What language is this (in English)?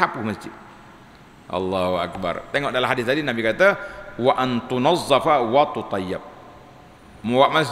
Malay